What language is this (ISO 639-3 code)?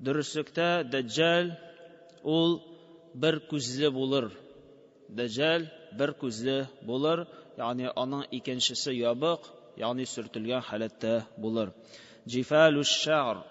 tat